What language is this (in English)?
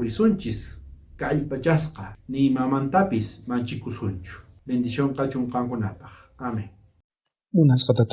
South Bolivian Quechua